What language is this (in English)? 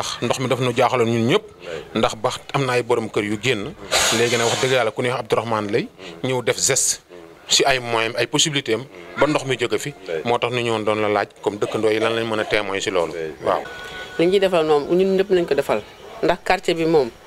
Wolof